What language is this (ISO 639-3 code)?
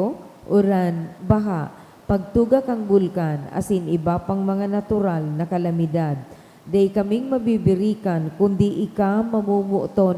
bik